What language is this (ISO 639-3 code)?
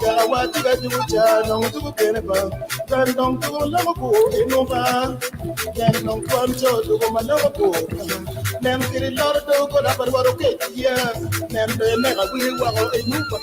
ach